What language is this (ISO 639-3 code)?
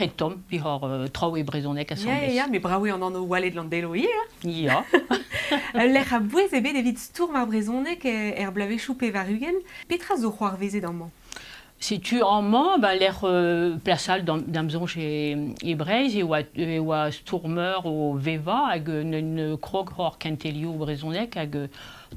bre